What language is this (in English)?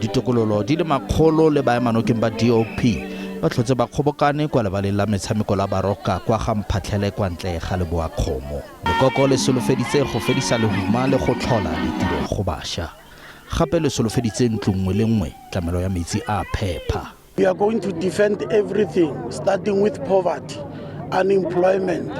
Tswana